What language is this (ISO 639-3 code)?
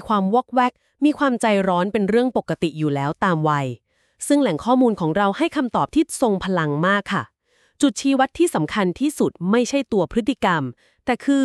tha